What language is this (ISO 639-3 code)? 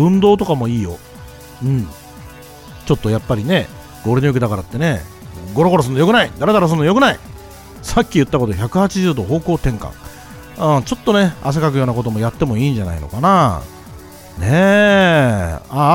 jpn